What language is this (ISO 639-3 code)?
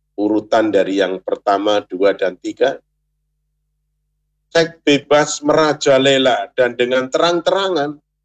ind